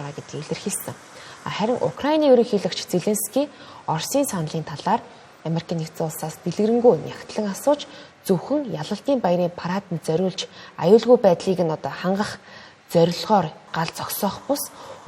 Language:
Mongolian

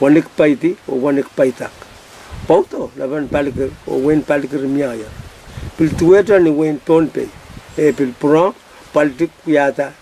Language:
Pohnpeian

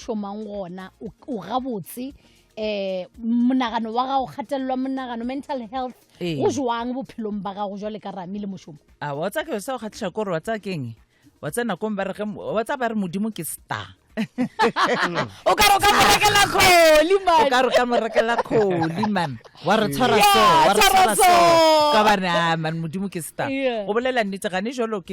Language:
Northern Sotho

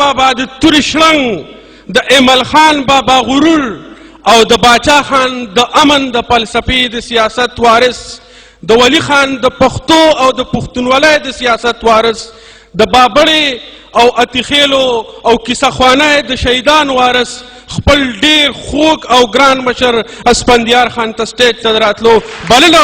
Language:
Pashto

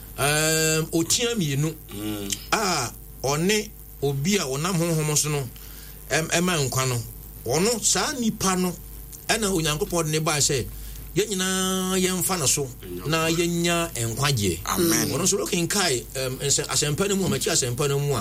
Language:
Akan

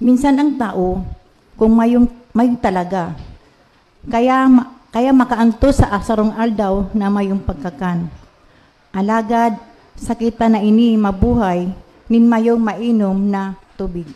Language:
Bikol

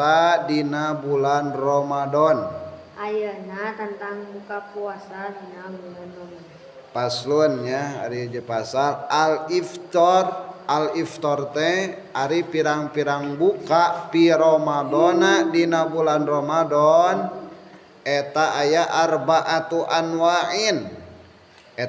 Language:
Sundanese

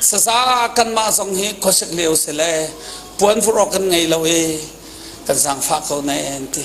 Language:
Hakha Chin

